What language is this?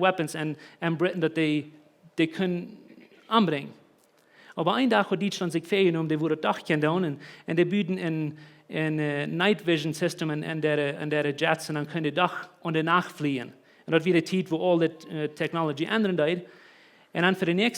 Plautdietsch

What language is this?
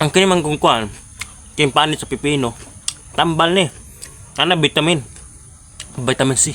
Cebuano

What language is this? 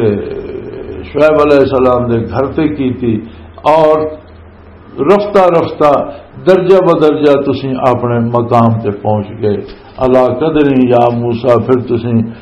Western Panjabi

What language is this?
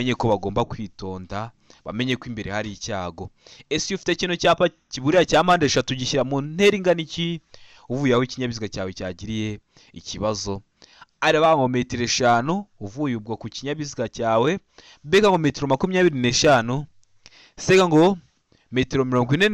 Kinyarwanda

